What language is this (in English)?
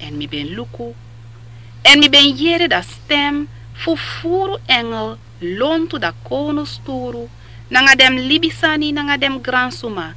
Sranan Tongo